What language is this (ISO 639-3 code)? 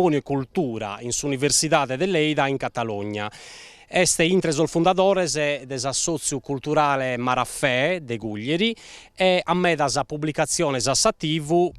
srd